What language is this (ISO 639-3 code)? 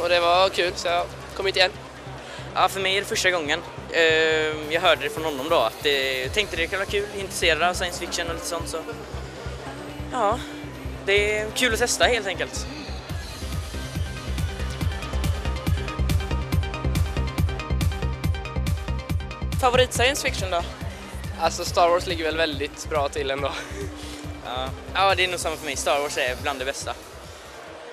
swe